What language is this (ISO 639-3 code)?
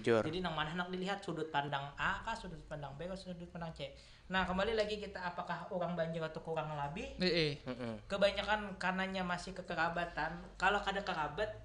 bjn